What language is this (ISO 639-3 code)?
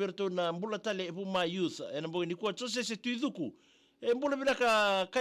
fij